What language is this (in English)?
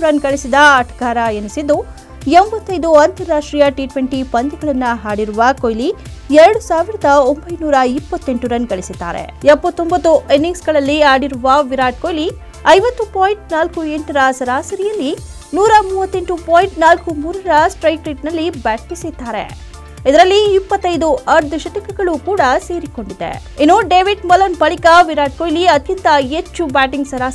Kannada